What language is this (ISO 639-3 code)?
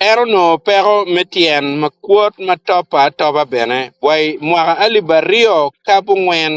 ach